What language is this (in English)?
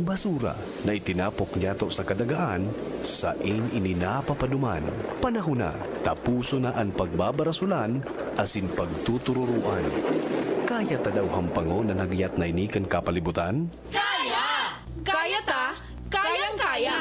Bikol